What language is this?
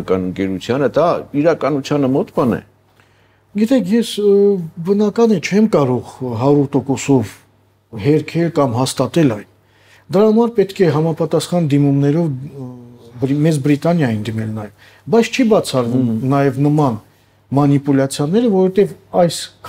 Armenian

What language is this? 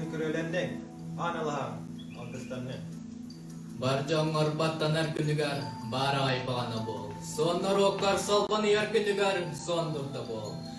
Yakut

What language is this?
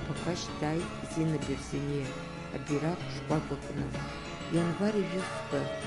Abkhazian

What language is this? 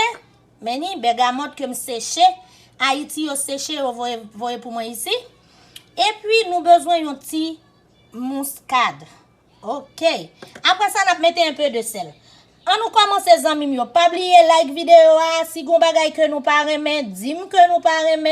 Haitian Creole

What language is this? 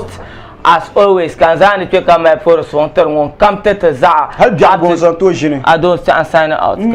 Dagbani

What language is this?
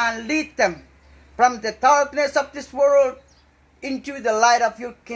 Pohnpeian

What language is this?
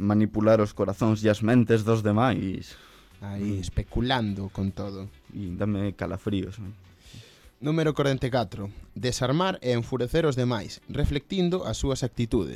Galician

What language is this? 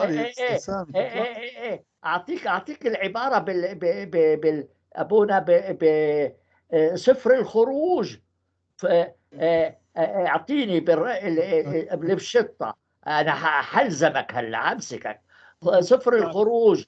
North Levantine Arabic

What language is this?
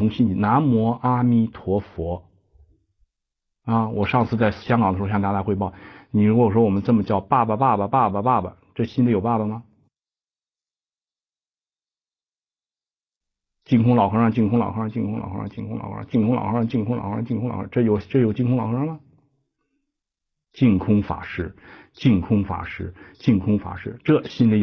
Chinese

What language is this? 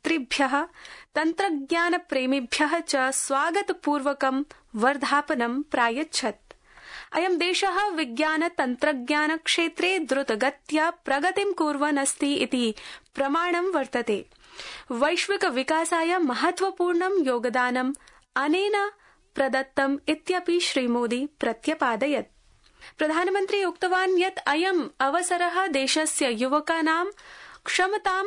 Sanskrit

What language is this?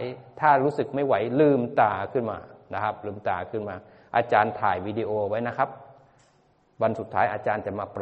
Thai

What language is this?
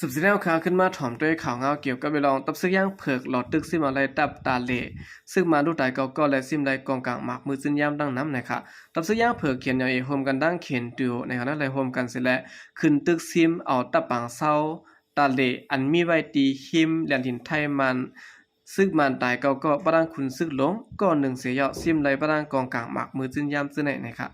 Shan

